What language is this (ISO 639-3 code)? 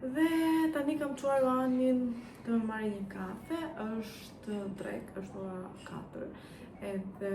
sqi